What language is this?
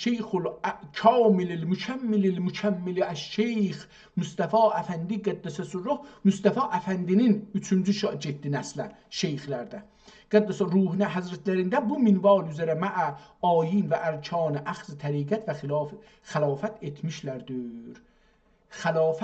South Azerbaijani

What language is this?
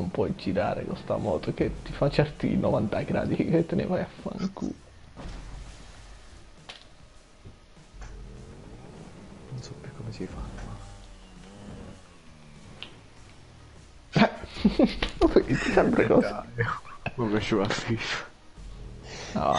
Italian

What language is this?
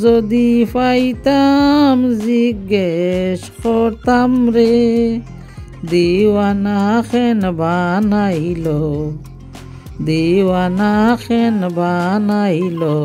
Sylheti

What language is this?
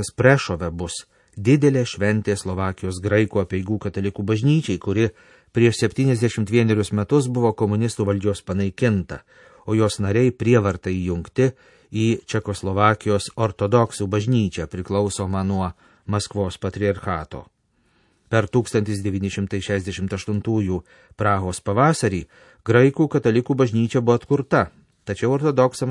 Lithuanian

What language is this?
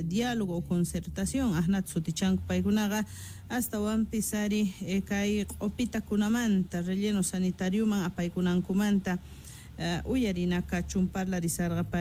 South Bolivian Quechua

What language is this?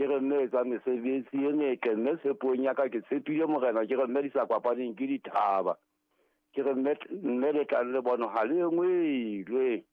Southern Sotho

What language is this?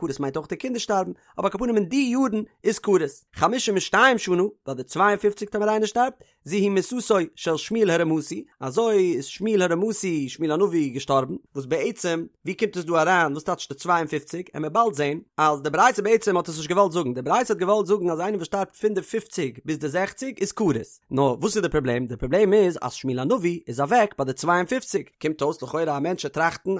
Yiddish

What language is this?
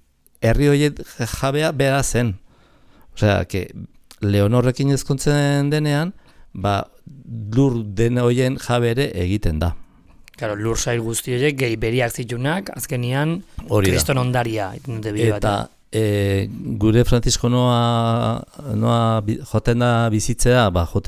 Basque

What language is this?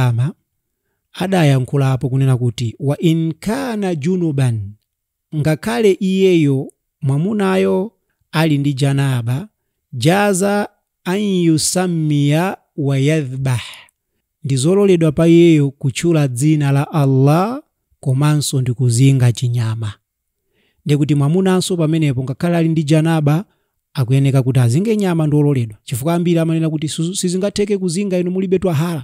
Nyanja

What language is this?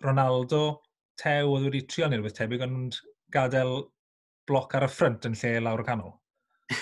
Welsh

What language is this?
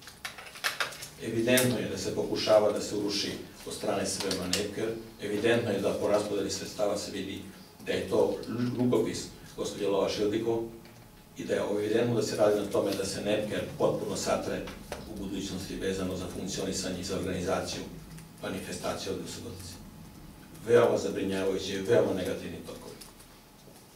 Serbian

